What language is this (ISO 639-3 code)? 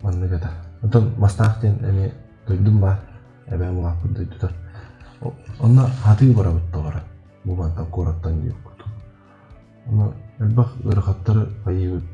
sah